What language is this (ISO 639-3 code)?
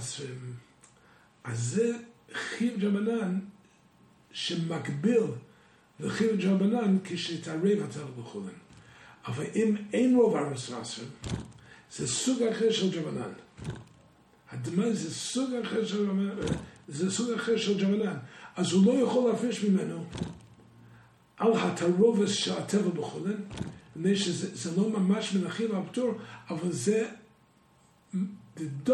heb